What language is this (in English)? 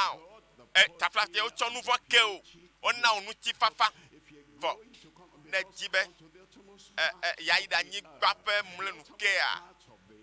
Ewe